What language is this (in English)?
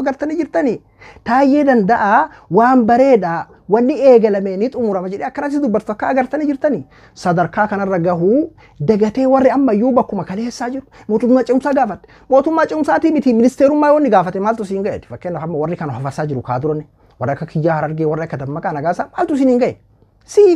Oromo